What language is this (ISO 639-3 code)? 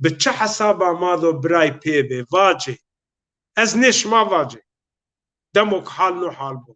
zza